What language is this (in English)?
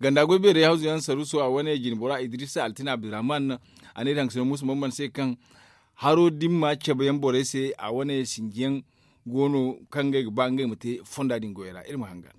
Zarma